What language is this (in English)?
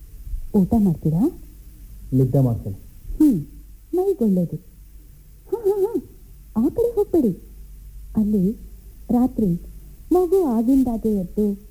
Kannada